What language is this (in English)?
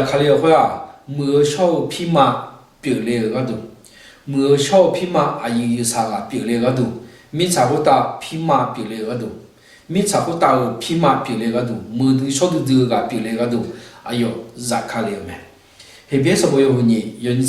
Akha